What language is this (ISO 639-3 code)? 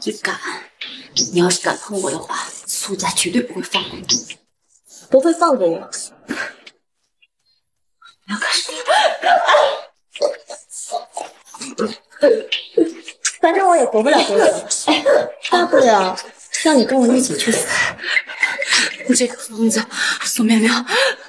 zho